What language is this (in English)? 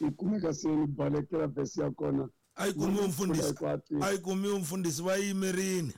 Tsonga